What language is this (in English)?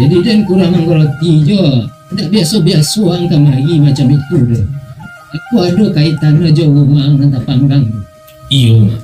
Minangkabau